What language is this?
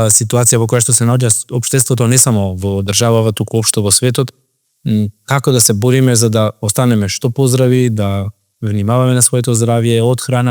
Macedonian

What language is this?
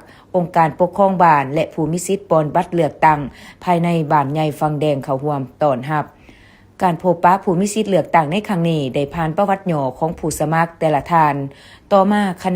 Lao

